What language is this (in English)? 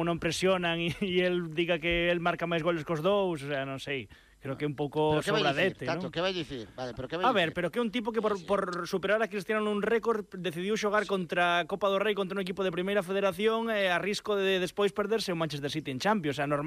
Galician